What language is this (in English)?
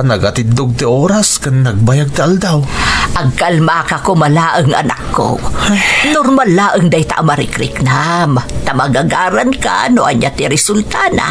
Iloko